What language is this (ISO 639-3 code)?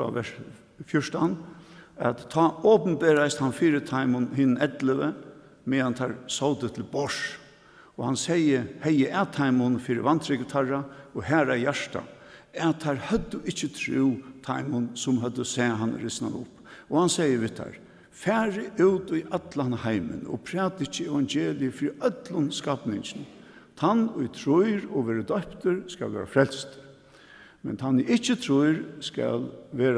fao